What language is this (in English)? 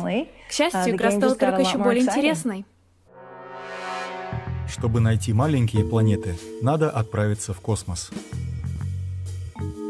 Russian